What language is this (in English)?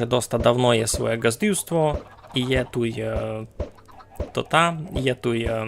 Rusyn